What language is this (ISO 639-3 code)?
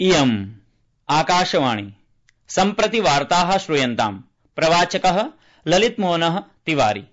san